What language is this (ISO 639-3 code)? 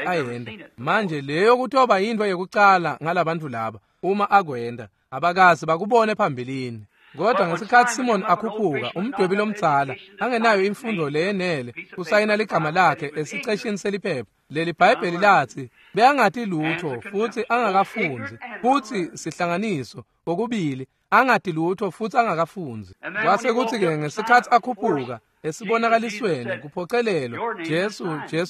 ssw